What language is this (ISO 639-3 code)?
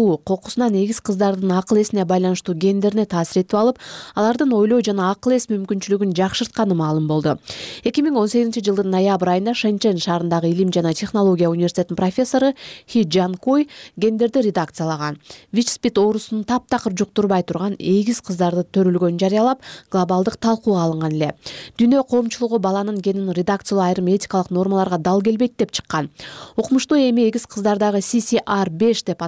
kir